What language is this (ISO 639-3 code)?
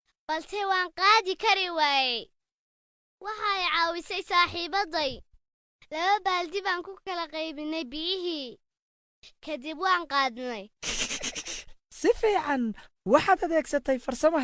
som